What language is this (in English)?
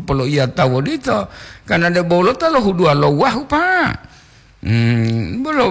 Gorontalo